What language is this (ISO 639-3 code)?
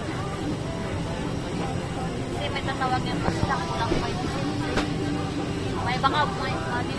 fil